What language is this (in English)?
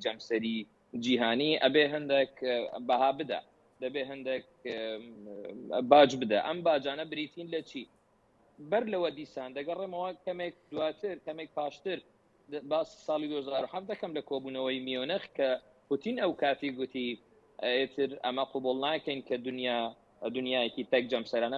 Central Kurdish